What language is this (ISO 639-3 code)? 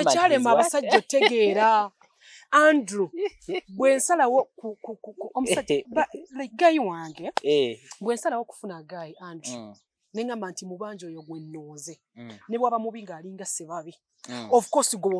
lug